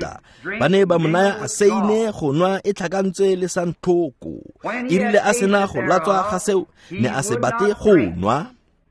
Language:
Tswana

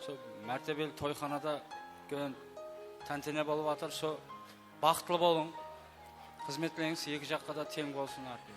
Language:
Kara-Kalpak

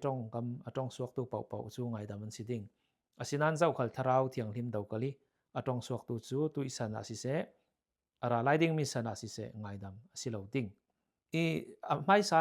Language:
Falam Chin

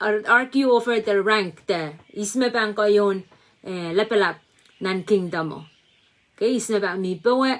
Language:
Pohnpeian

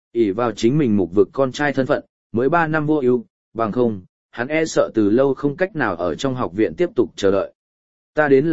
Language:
Vietnamese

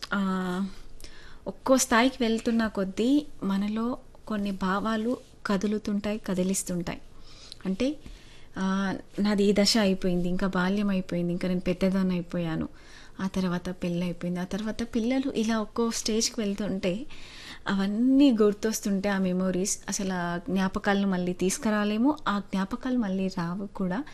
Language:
Telugu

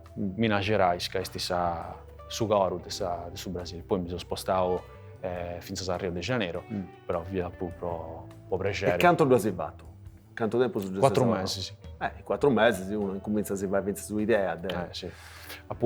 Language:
Sardinian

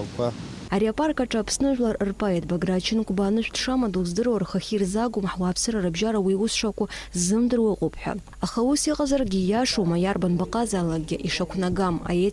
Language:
Abkhazian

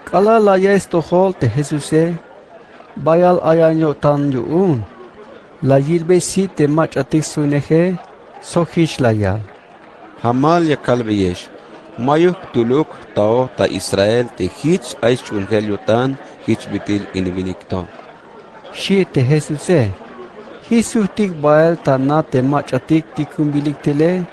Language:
Tzeltal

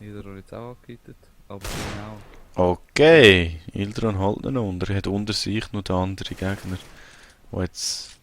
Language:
Swiss German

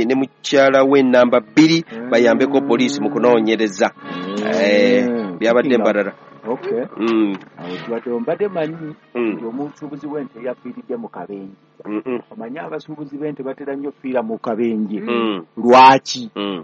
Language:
Ganda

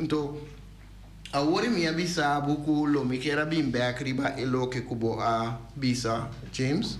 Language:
Papiamento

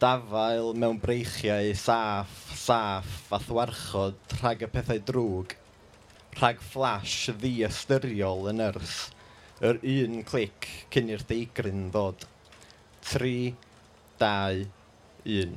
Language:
Welsh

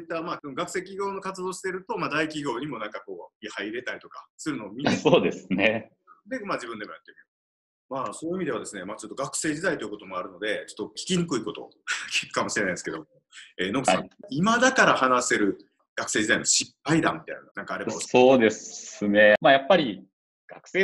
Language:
Japanese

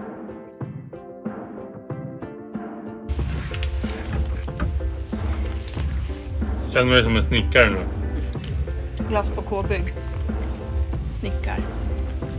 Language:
Swedish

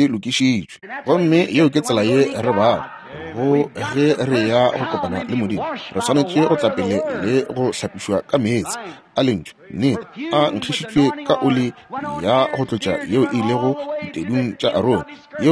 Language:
Northern Sotho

